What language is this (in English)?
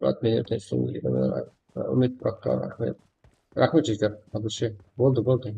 Kara-Kalpak